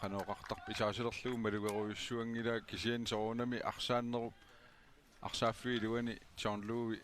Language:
Kalaallisut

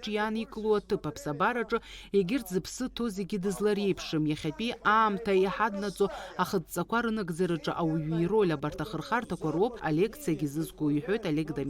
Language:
Abkhazian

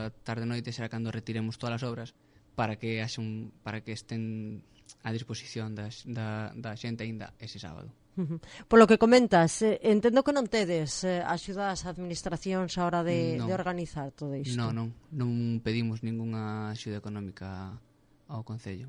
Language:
Galician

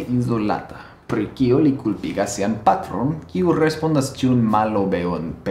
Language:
Esperanto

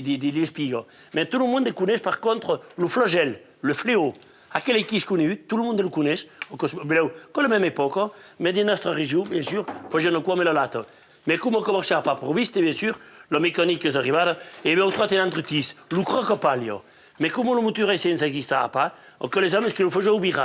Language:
Occitan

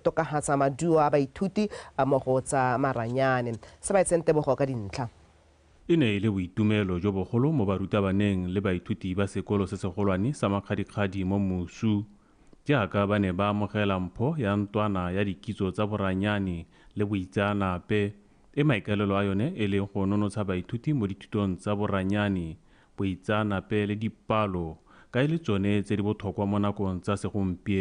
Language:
Tswana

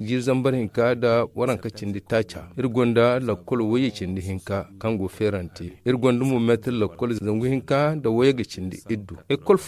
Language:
Zarma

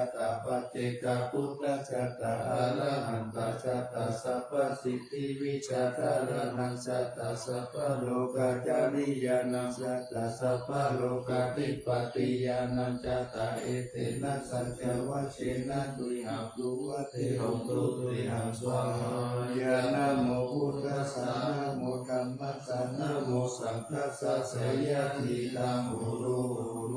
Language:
Pali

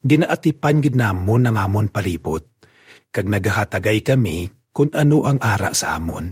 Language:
Hiligaynon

